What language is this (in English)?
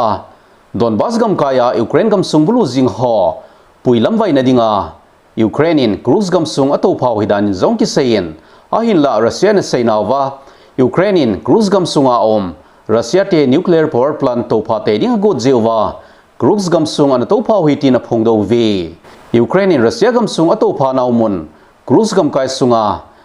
Thado Chin